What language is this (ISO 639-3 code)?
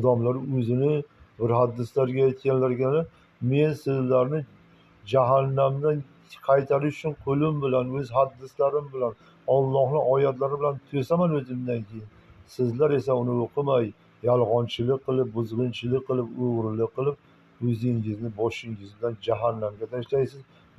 uzb